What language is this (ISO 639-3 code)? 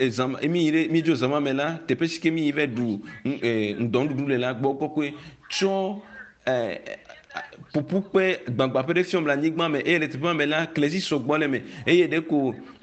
ewe